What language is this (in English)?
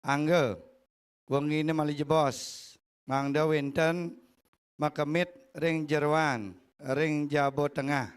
Balinese